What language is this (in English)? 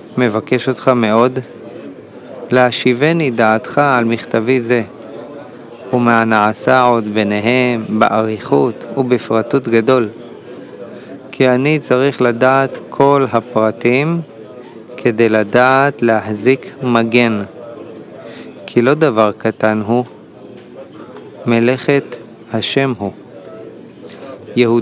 Hebrew